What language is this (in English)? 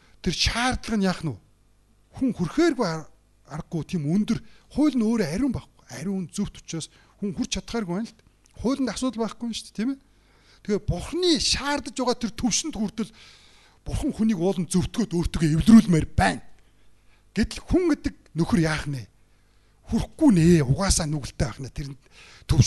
Mongolian